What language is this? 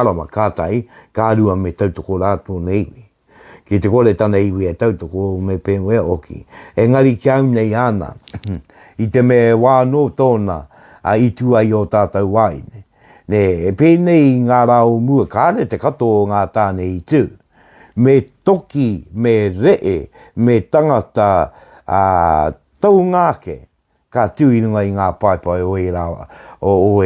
Māori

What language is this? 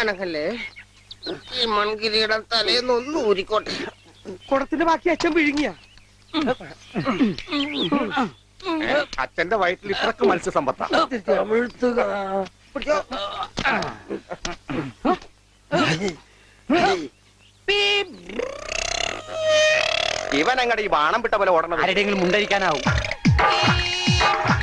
Malayalam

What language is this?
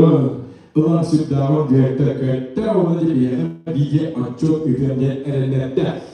Yakut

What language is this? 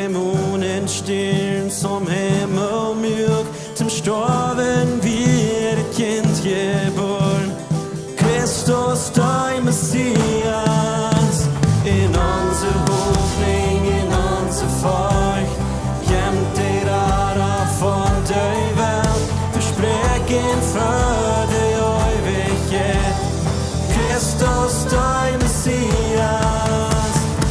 Plautdietsch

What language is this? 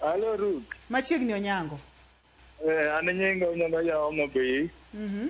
Luo (Kenya and Tanzania)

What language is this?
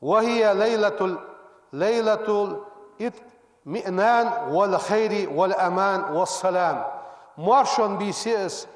Ingush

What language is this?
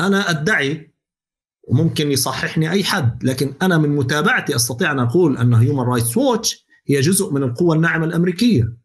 North Levantine Arabic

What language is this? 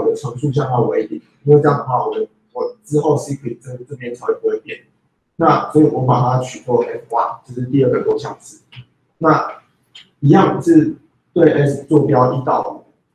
Chinese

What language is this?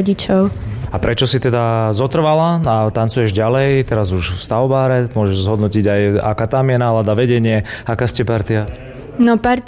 Slovak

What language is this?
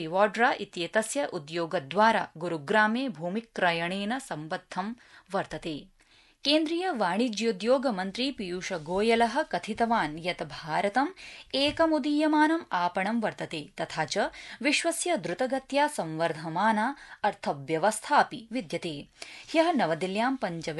Sanskrit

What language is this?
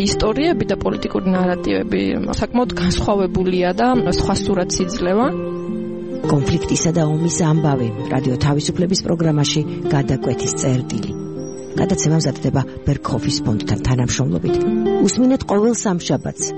Georgian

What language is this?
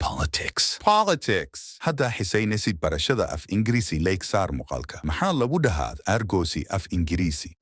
Somali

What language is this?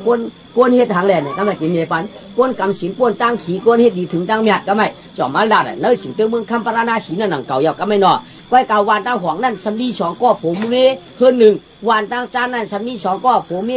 Shan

